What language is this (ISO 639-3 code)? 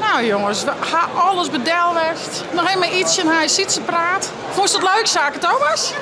fry